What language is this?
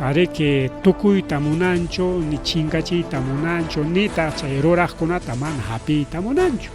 Ayacucho Quechua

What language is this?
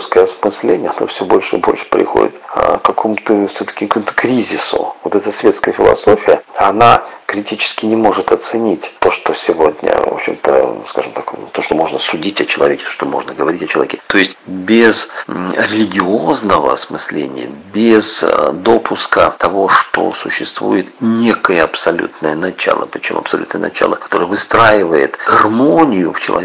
Russian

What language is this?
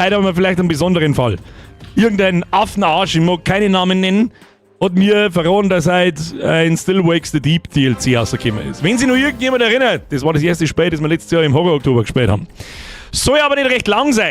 Bavarian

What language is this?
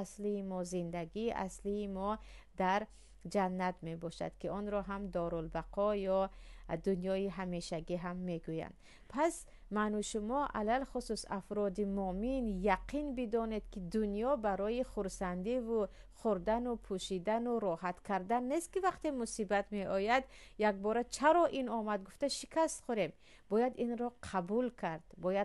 Tajik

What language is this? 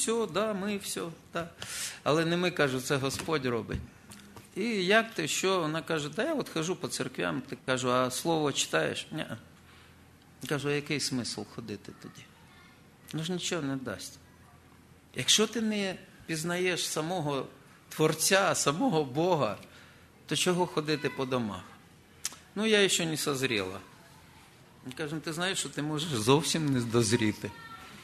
Ukrainian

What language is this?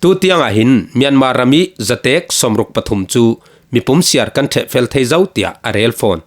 Falam Chin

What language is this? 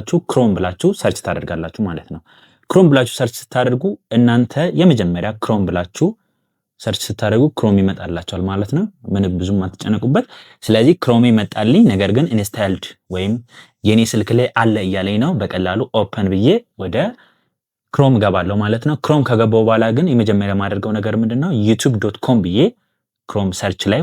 Amharic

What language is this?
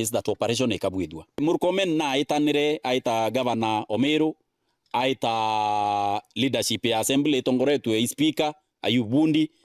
Meru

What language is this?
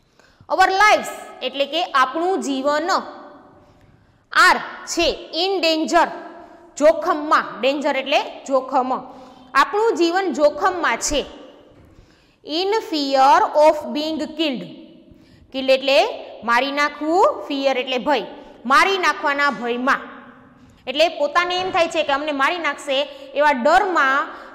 Gujarati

